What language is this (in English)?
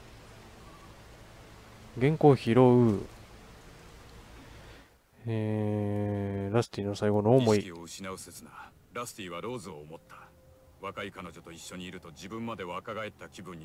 Japanese